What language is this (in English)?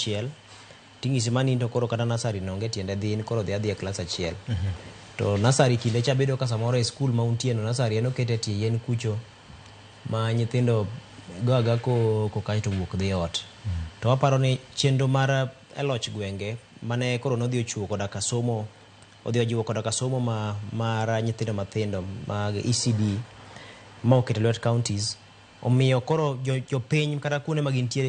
Luo (Kenya and Tanzania)